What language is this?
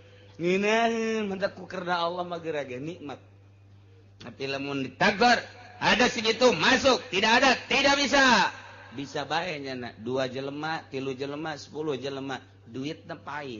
Sundanese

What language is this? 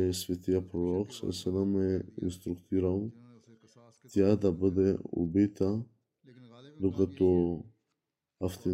Bulgarian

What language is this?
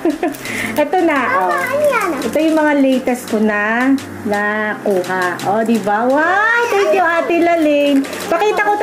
Filipino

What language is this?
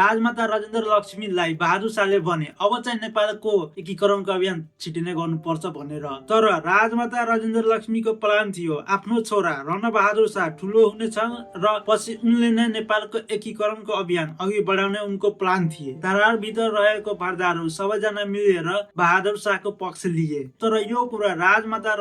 Nepali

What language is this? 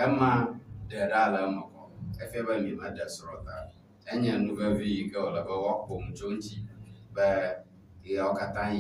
Ewe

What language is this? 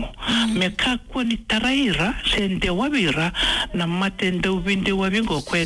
Fijian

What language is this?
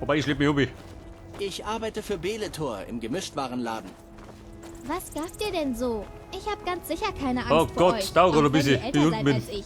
Bavarian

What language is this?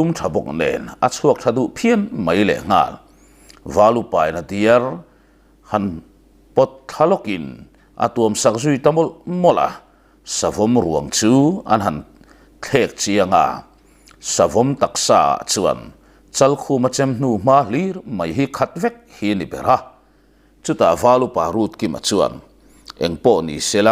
Mizo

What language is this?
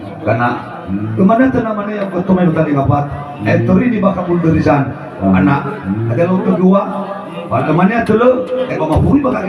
Nias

